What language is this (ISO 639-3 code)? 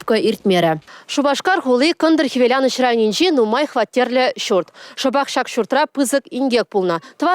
chv